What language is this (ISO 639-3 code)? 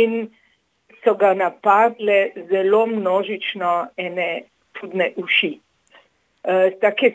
slv